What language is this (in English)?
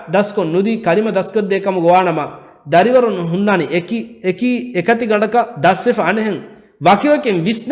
Divehi